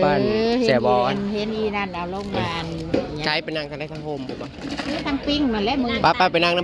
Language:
Northeastern Thai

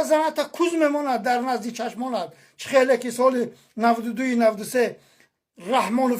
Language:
Tajik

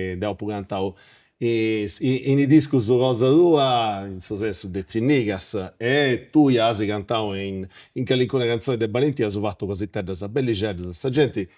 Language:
Sardinian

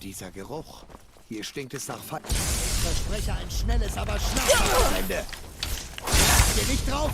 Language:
Swiss German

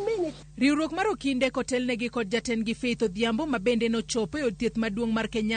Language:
Luo (Kenya and Tanzania)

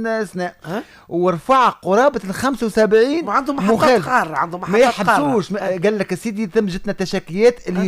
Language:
Tunisian Arabic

